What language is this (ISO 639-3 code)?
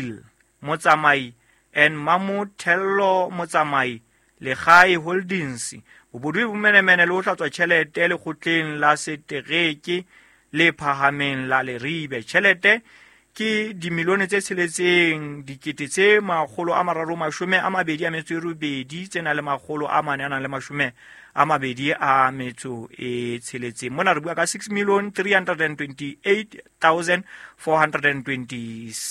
sot